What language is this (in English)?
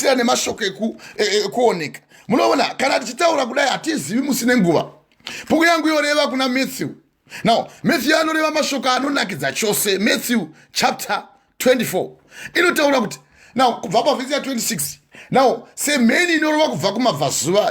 Shona